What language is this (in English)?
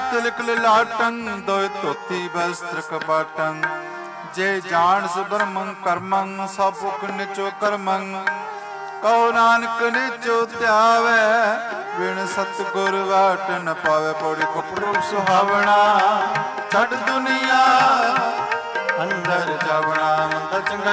Punjabi